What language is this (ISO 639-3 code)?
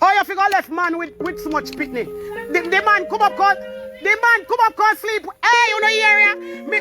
jam